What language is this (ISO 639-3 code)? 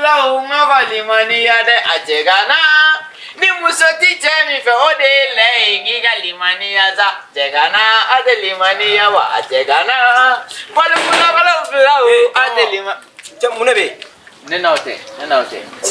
bam